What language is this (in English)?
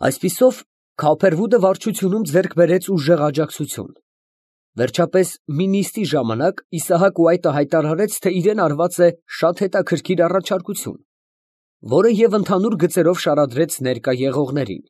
Armenian